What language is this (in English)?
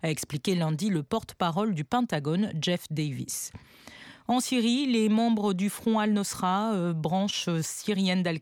French